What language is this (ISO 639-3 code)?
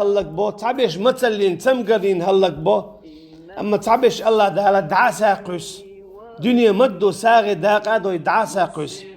che